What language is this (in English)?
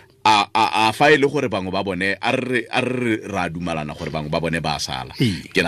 Tswana